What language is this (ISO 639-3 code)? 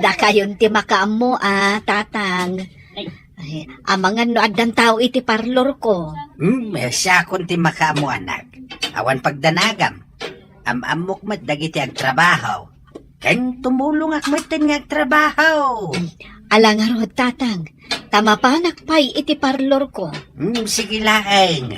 ilo